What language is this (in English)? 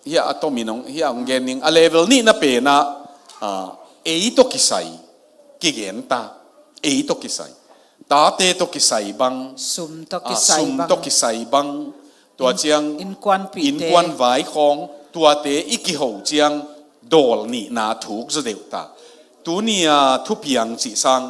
Tedim Chin